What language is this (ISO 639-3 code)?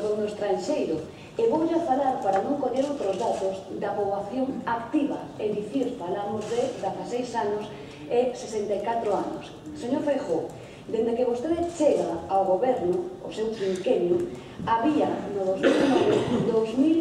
glg